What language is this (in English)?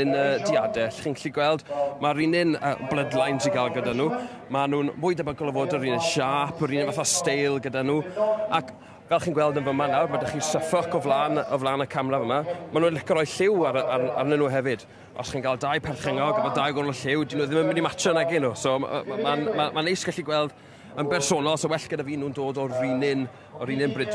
Welsh